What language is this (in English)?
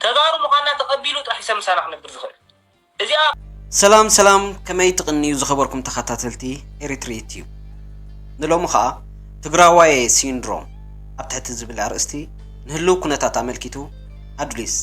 Tigrinya